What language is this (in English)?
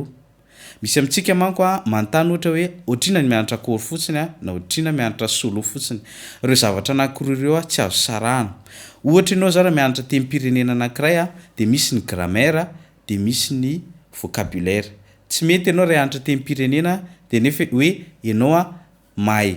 Malagasy